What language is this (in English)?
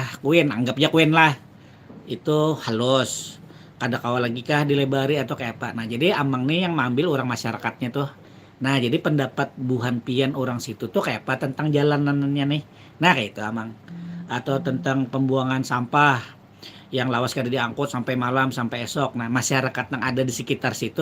Banjar